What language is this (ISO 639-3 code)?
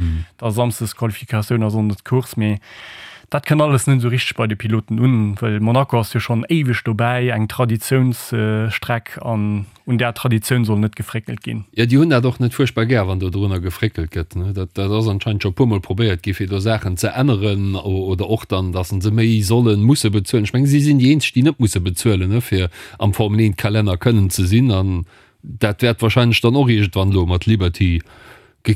ltz